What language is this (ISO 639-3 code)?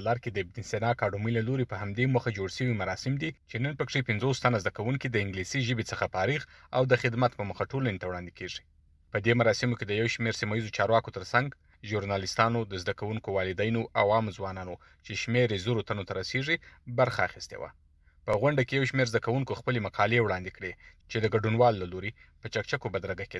pus